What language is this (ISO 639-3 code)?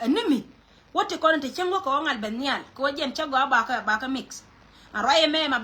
nus